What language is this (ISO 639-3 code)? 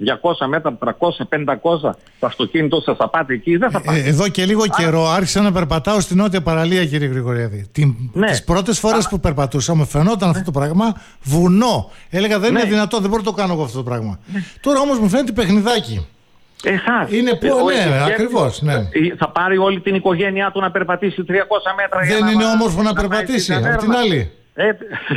ell